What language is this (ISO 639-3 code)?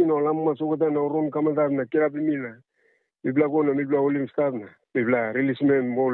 tpi